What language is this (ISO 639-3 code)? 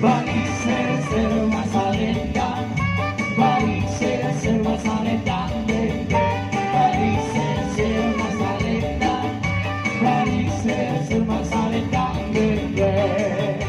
bbc